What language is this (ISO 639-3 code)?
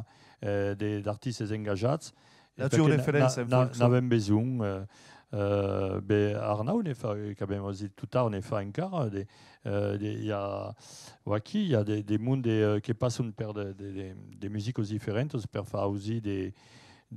oci